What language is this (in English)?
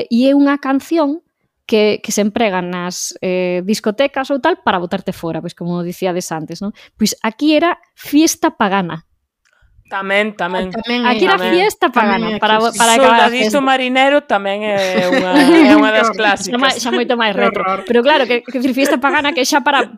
Galician